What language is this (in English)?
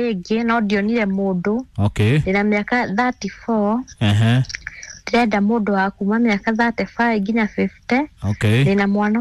Kikuyu